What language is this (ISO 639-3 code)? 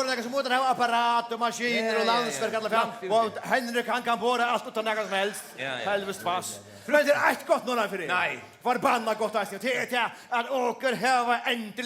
fao